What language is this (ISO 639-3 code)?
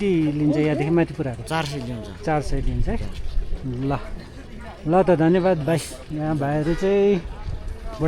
nep